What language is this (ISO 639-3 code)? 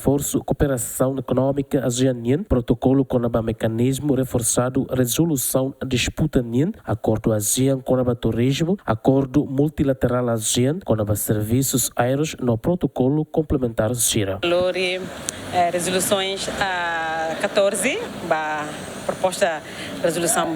tet